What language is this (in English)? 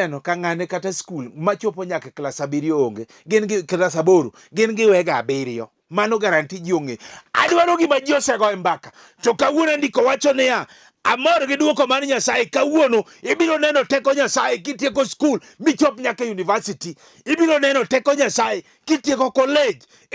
Luo (Kenya and Tanzania)